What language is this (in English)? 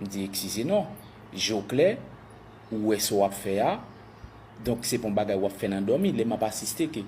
Haitian Creole